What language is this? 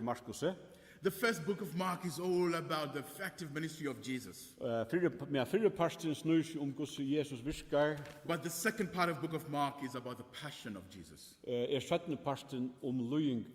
Faroese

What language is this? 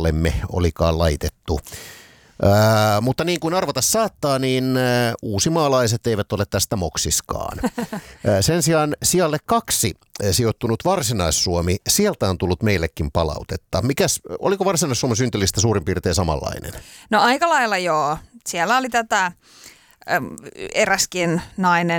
Finnish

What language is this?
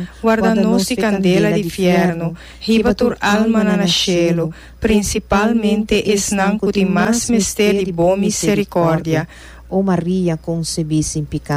Papiamento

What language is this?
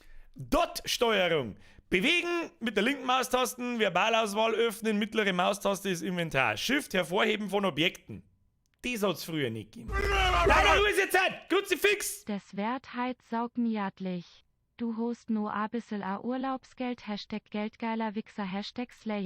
Bavarian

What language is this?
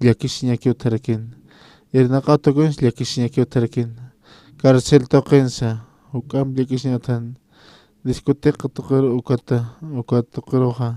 Aymara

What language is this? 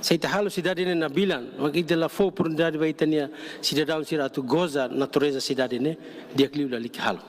Tetum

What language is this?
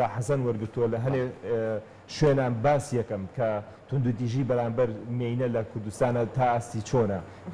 Central Kurdish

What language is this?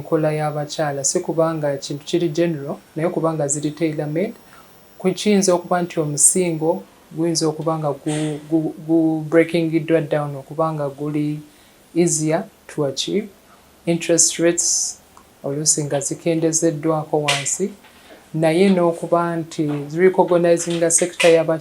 Ganda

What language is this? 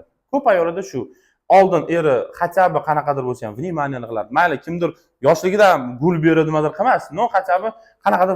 Uzbek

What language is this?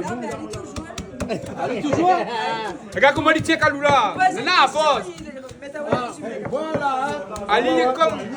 Réunion Creole French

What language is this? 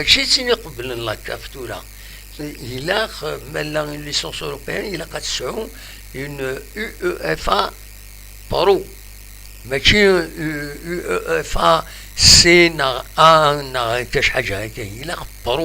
Kabyle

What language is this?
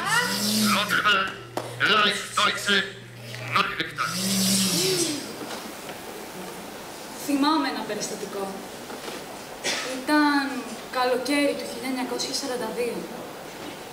Greek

